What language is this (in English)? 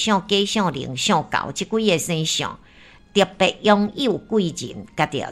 Min Nan Chinese